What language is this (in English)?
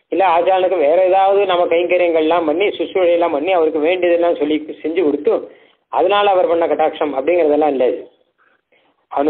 Tamil